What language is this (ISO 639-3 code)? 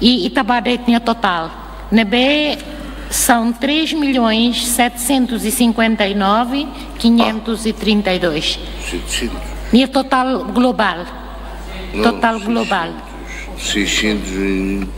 tet